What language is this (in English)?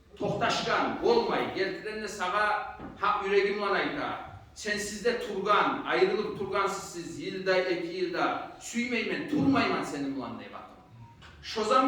Kumyk